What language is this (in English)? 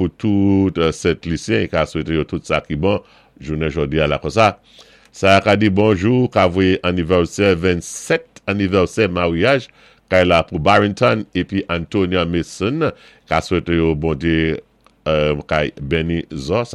Saint Lucian Creole French